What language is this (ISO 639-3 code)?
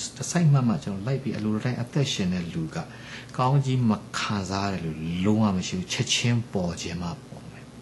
mya